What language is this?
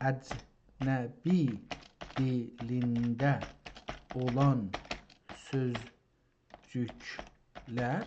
South Azerbaijani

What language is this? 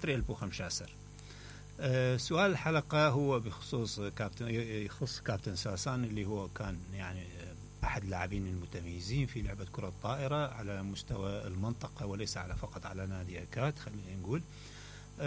Mesopotamian Arabic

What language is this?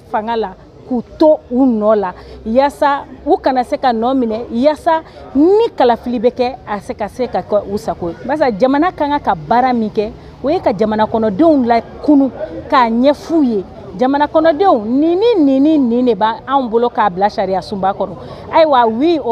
Bambara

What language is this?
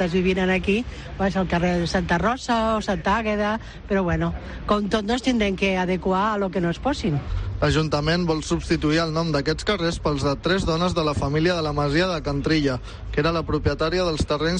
Catalan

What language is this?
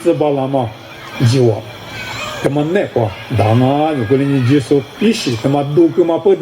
Lisu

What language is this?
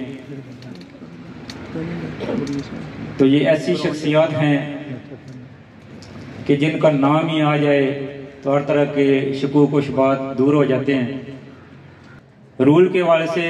Urdu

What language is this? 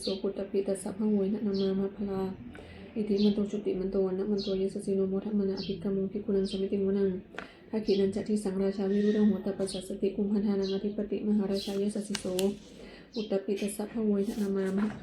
Pali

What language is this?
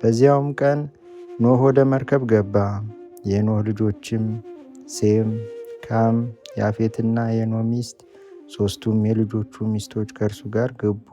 Amharic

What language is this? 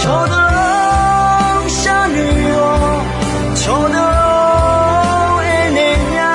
Akha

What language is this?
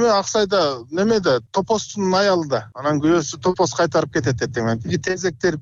Kyrgyz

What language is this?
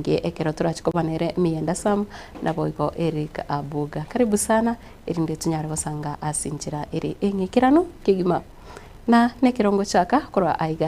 Gusii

